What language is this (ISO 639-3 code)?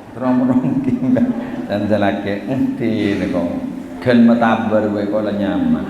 mad